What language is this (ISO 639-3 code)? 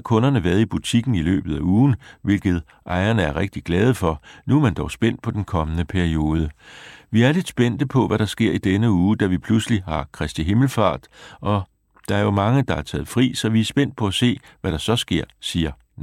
dan